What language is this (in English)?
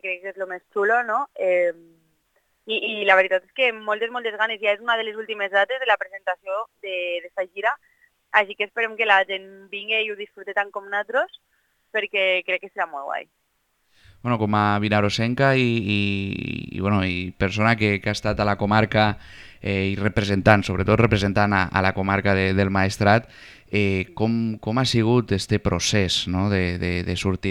Catalan